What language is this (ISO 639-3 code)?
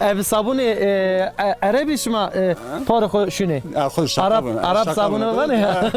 zza